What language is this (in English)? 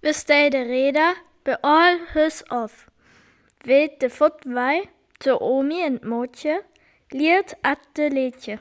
Northern Frisian